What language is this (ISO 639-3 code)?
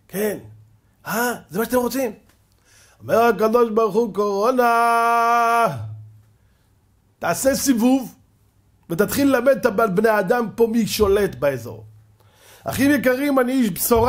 heb